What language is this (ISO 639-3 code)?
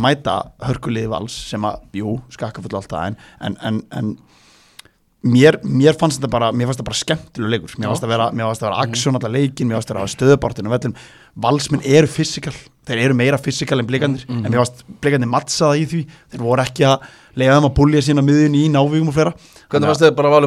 isl